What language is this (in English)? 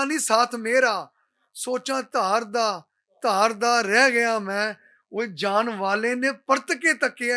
Western Panjabi